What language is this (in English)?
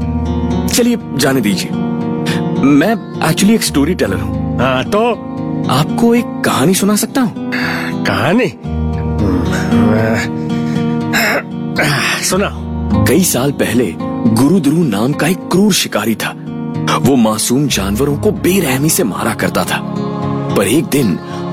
Hindi